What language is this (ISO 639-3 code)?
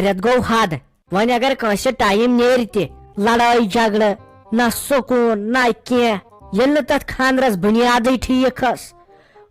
kas